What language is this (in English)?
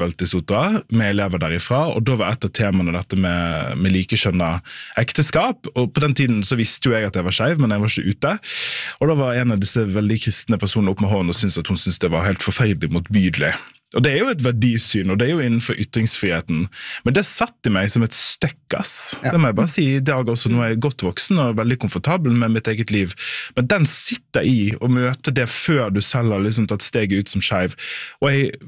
Norwegian